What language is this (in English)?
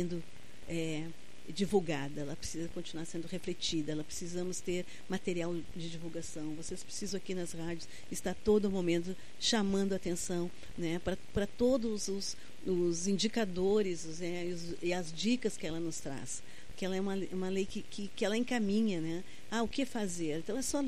Portuguese